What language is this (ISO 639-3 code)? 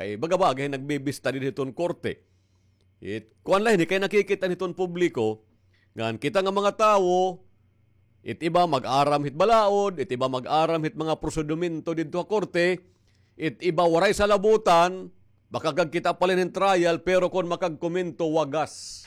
war